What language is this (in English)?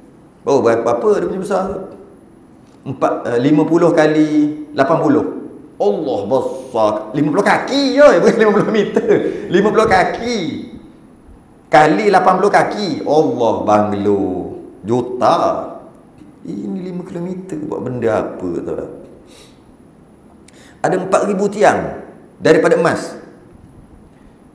Malay